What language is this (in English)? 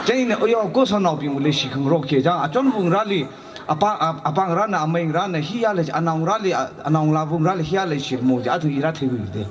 Tangkhul Naga (India)